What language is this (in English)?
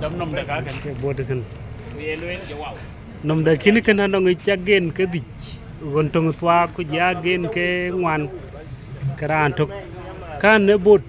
Dinka